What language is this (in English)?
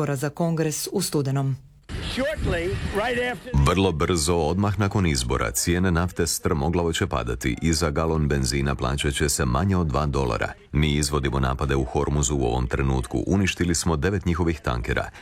Croatian